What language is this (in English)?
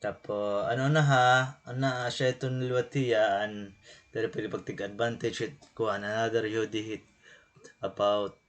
Waray